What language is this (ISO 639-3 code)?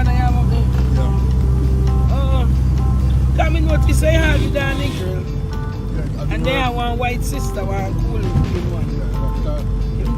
jam